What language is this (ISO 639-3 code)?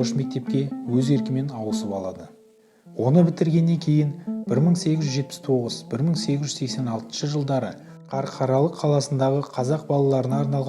kaz